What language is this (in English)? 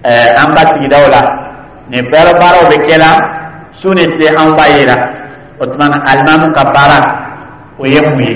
Dyula